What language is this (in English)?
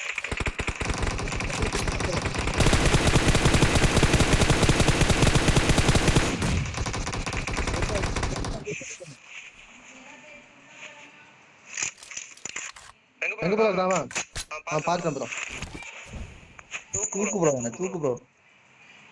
Tamil